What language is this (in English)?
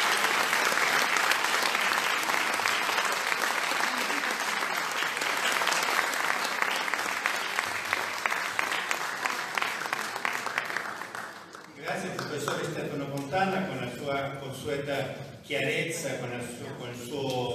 Italian